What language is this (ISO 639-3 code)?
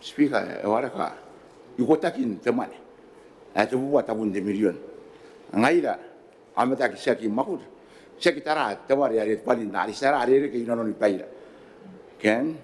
gil